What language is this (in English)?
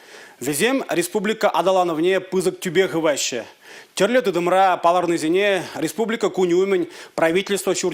Chuvash